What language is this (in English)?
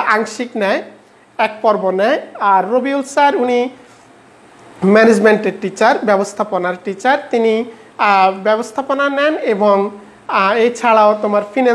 Bangla